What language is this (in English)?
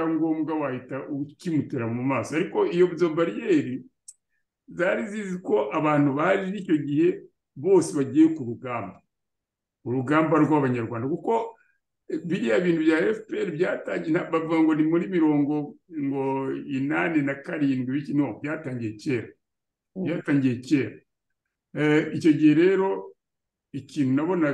Kinyarwanda